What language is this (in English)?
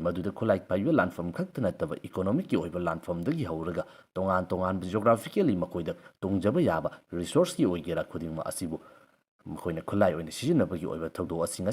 Manipuri